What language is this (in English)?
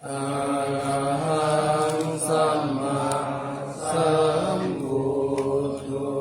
Pali